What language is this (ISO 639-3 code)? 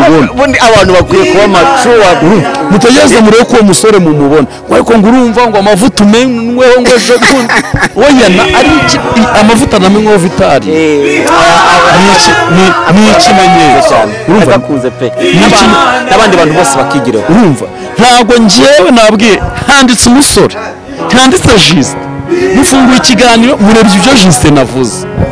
kin